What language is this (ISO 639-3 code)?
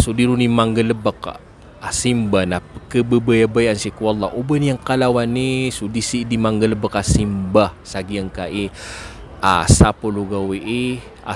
mrw